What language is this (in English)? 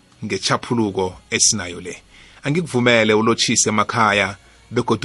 South Ndebele